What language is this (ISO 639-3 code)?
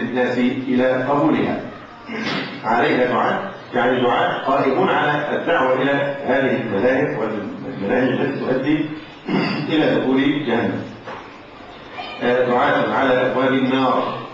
ara